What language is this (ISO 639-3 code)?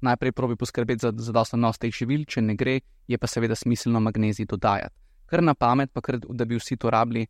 slv